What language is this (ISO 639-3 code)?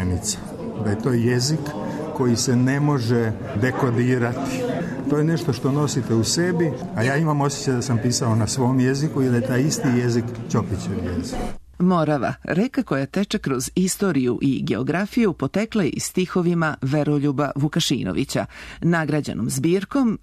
srp